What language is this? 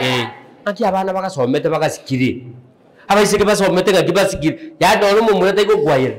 Gusii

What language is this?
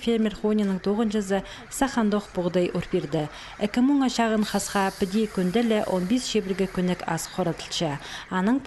Khakas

